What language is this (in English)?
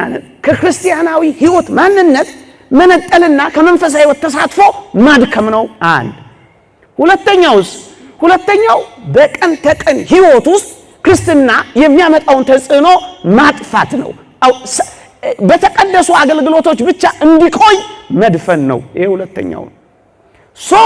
Amharic